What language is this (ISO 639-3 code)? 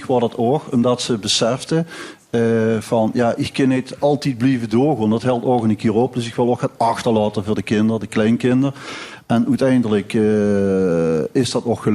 lim